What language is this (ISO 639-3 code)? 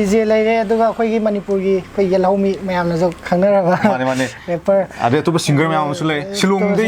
mni